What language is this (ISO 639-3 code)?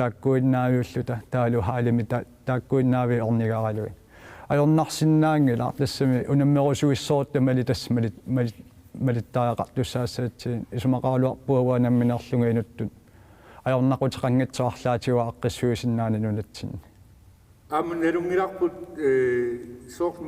kal